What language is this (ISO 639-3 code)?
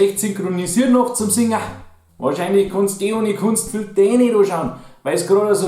bar